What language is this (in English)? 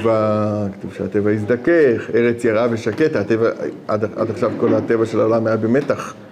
Hebrew